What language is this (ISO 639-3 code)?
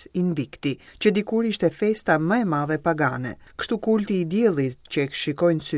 sqi